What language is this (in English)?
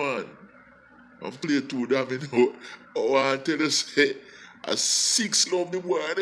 Jamaican Creole English